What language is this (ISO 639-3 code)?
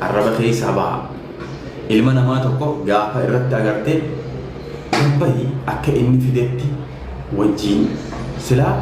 orm